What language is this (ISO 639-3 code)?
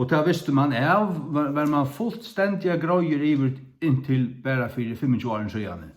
fao